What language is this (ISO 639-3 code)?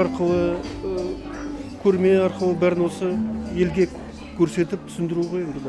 kaz